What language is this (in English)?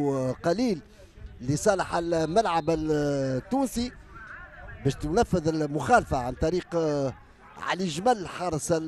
Tunisian Arabic